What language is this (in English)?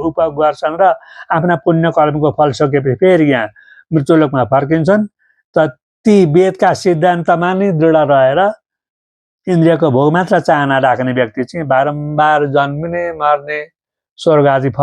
Nepali